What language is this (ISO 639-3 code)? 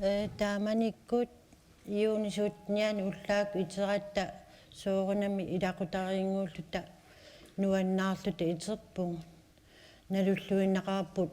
kal